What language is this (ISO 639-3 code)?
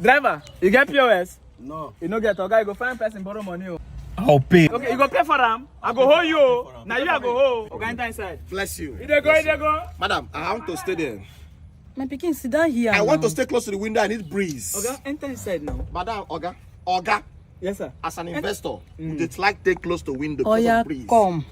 pcm